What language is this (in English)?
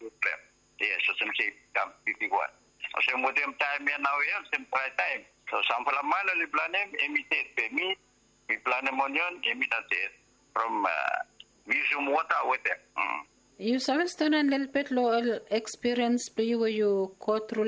Bislama